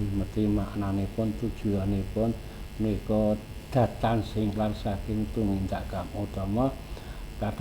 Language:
Javanese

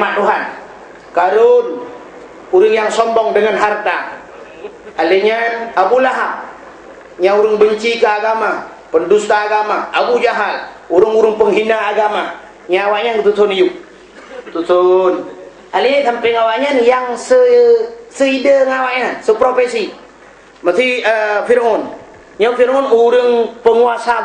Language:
Achinese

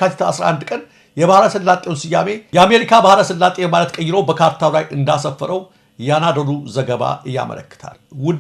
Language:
Amharic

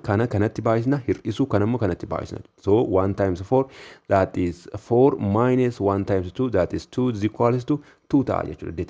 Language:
Oromo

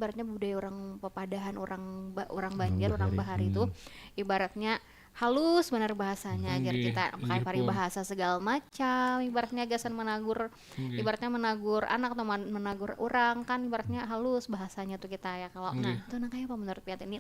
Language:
Banjar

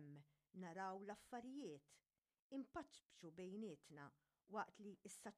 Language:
Maltese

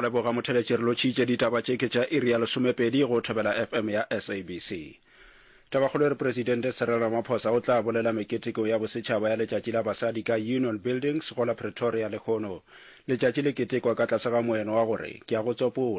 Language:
Northern Sotho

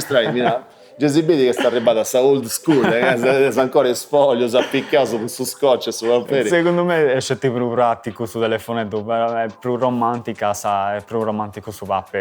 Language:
Sardinian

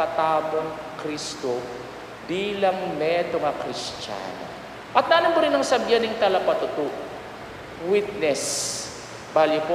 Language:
Pampanga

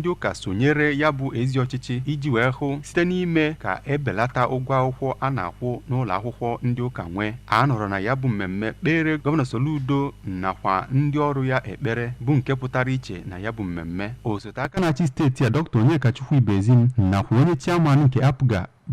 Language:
Igbo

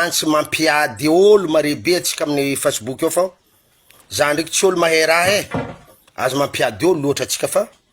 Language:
Malagasy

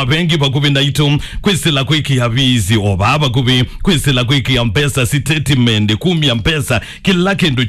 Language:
Kamba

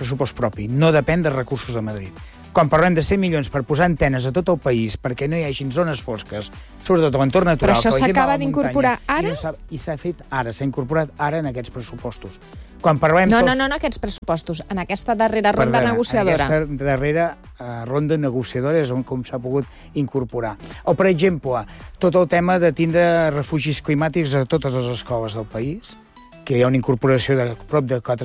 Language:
Catalan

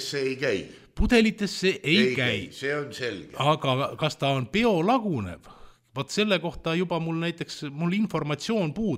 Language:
Estonian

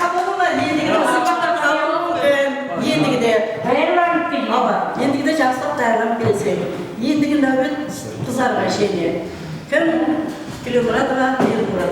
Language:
Kara-Kalpak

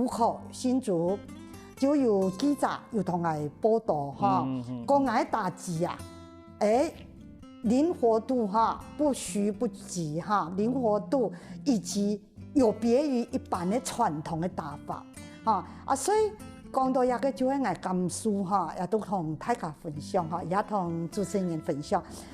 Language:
Hakka Chinese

